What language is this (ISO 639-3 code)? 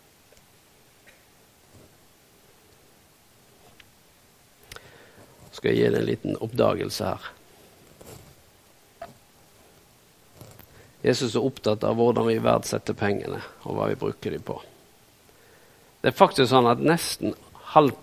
nor